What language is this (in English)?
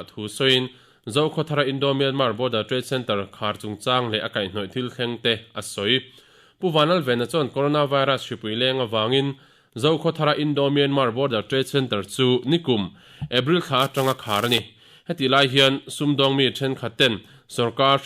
Mizo